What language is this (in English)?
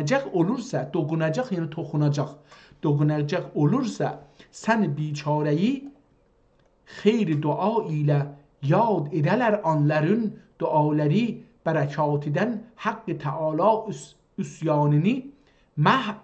South Azerbaijani